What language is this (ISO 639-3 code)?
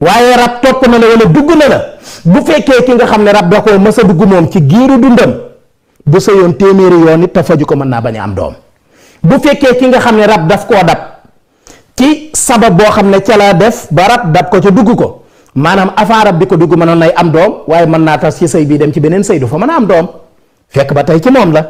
wol